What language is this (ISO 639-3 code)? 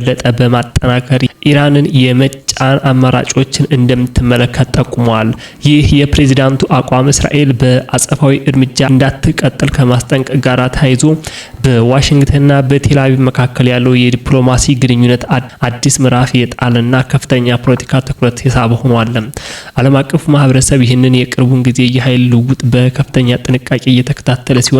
amh